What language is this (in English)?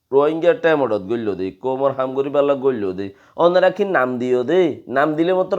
Rohingya